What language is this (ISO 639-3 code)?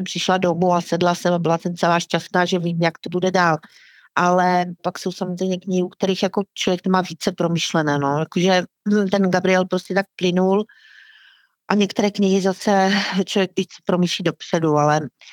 ces